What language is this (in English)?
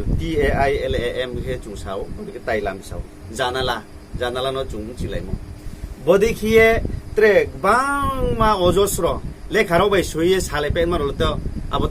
Riang (India)